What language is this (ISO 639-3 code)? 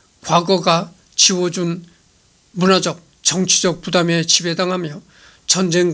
kor